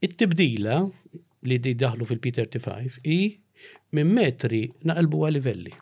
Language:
Maltese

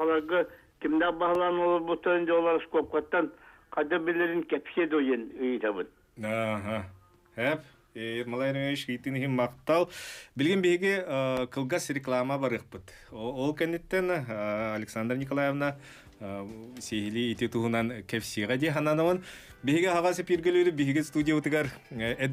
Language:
Yakut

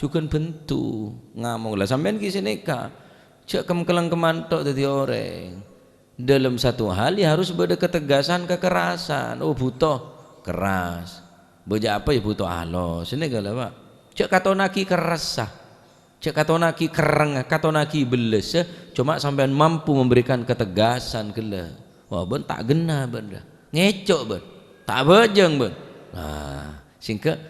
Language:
Madurese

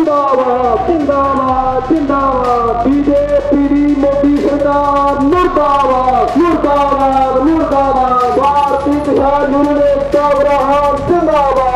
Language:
Punjabi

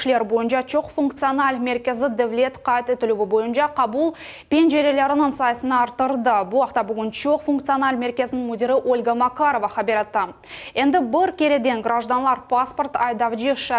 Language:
Crimean Tatar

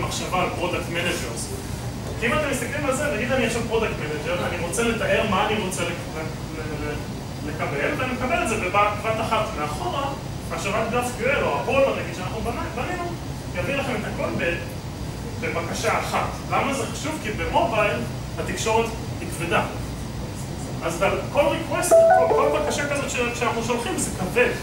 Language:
Hebrew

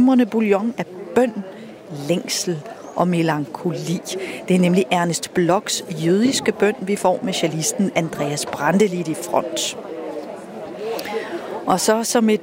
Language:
Danish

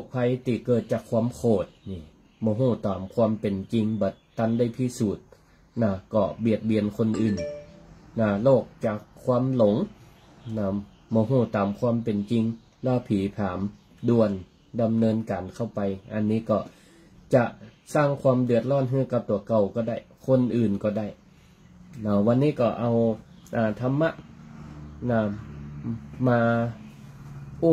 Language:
Thai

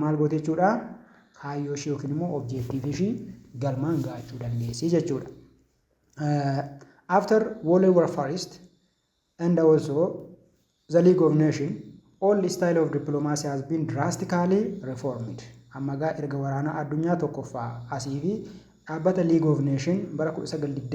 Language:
Oromo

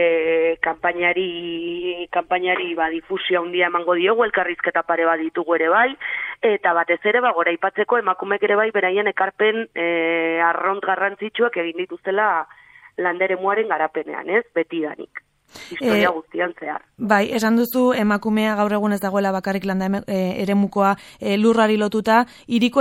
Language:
Basque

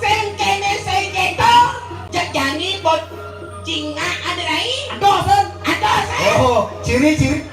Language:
Balinese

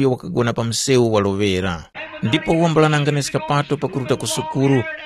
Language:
Tumbuka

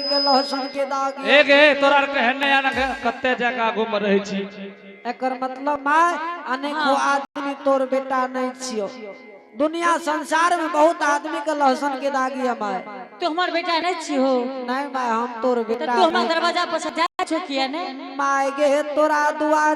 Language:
Angika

